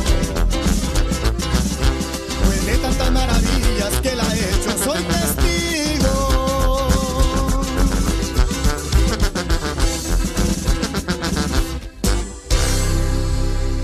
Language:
Spanish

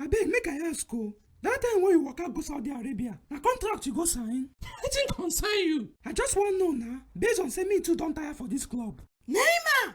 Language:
Nigerian Pidgin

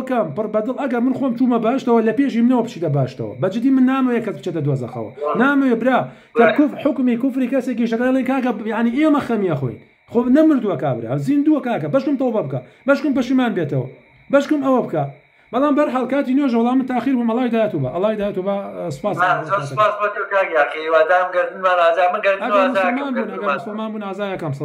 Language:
Central Kurdish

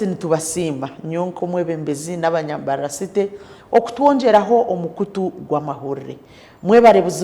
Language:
Nyankole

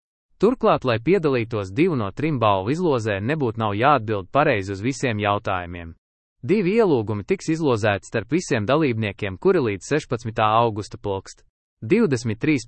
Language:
Latvian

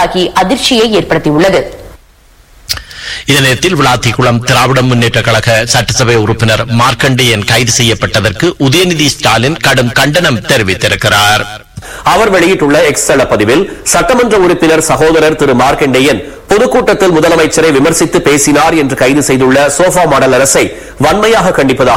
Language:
Tamil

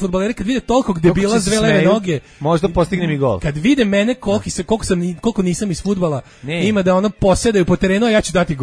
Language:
Serbian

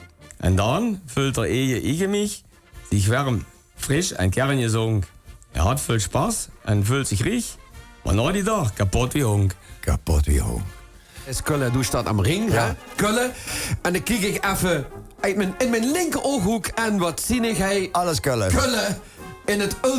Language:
Limburgish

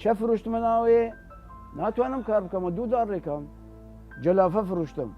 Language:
Southern Kurdish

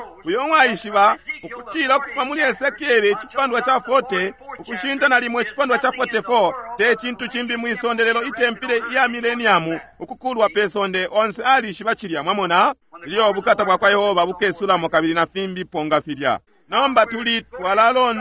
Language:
Bemba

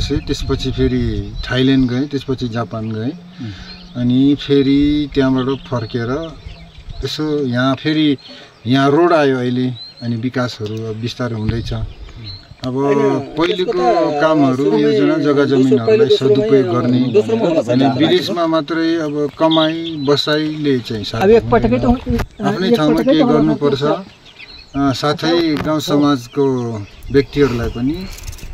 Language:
Nepali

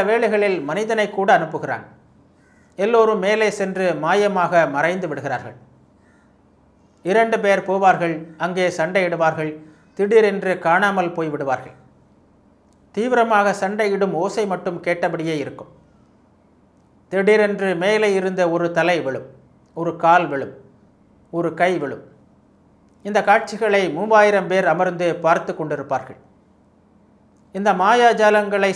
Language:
Tamil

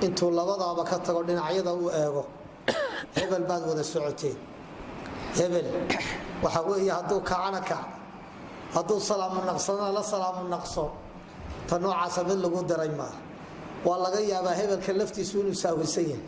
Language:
Somali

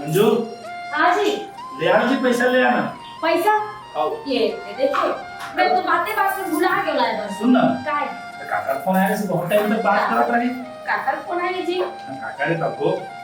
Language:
Chhattisgarhi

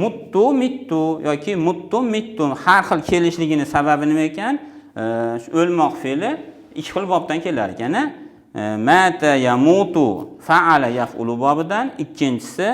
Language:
Uzbek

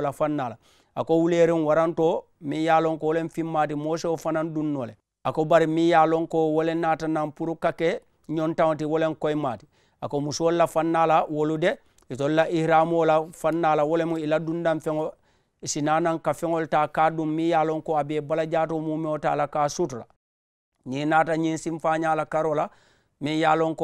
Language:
Mandingo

